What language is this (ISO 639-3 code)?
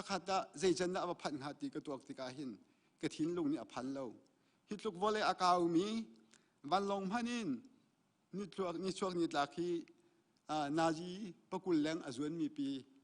cnh